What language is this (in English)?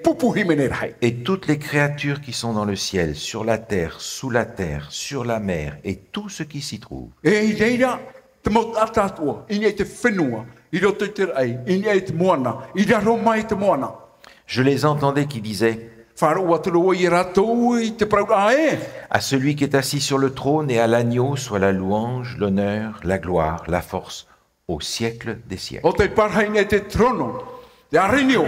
Tahitian